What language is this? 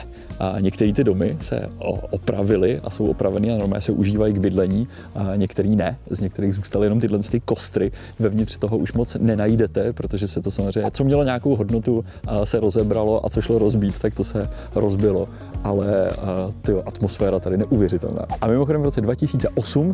Czech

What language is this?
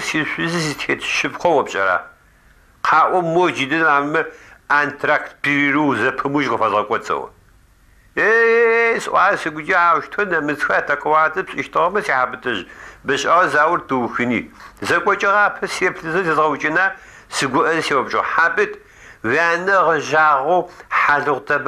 Adyghe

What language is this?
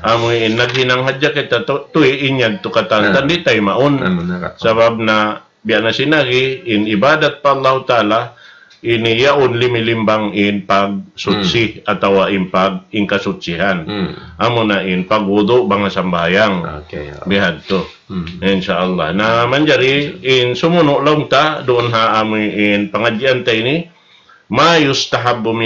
Tausug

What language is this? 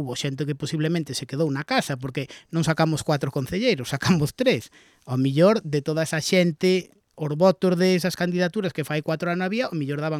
Galician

